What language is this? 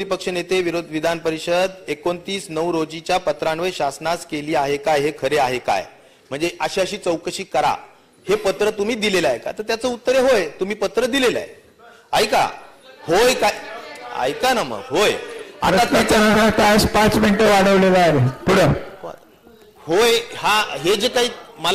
Marathi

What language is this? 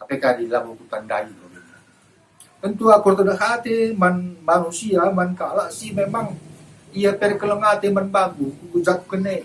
Batak Karo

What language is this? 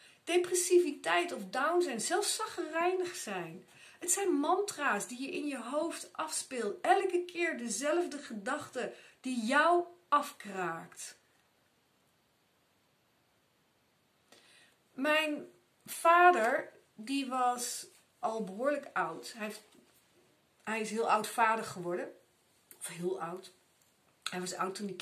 Dutch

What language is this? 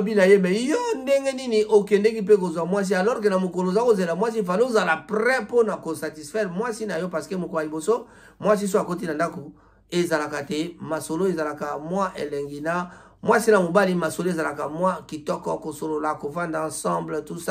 Lingala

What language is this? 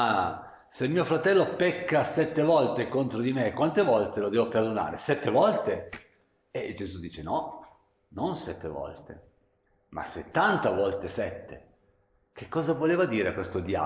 Italian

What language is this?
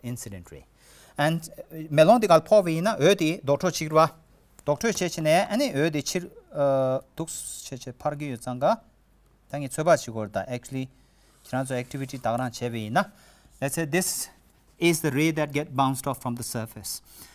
Tibetan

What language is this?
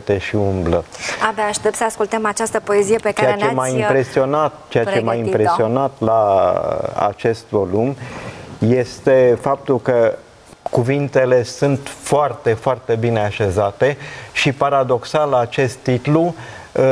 Romanian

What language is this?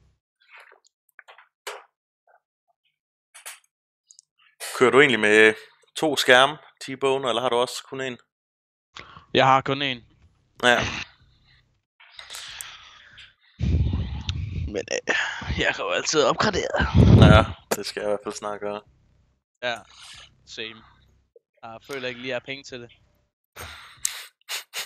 Danish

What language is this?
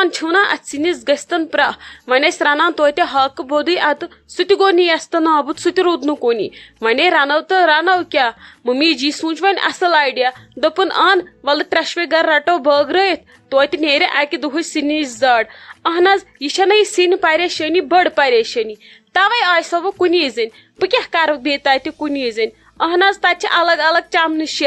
Kashmiri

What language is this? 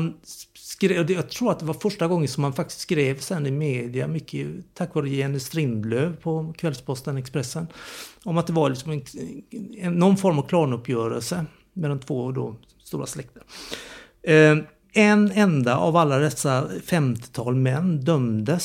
Swedish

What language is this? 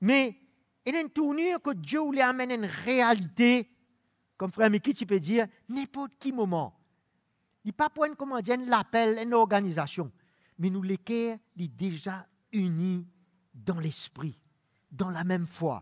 Morisyen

